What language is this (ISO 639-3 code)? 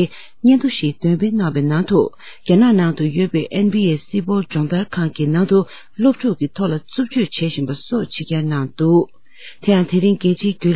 bod